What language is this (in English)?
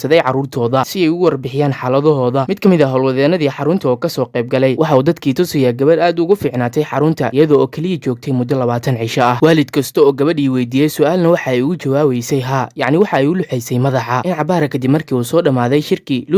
Somali